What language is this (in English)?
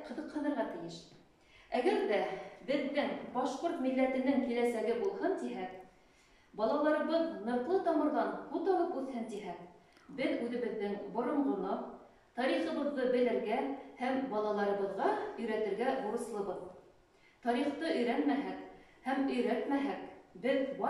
Bashkir